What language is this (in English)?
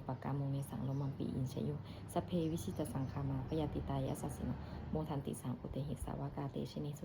Pali